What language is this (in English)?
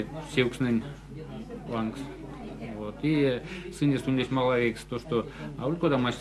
Erzya